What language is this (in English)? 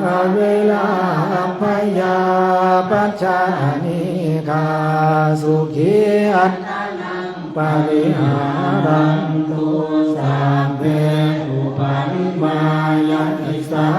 Pali